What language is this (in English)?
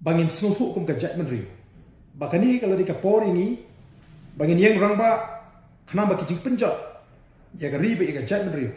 Khasi